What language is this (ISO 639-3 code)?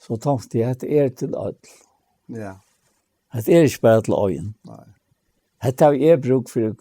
fao